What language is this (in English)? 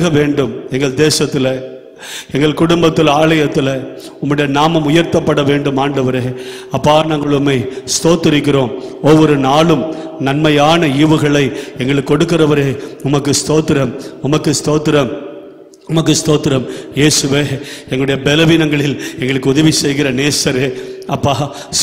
Tamil